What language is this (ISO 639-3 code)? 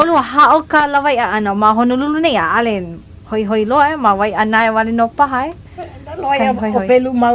haw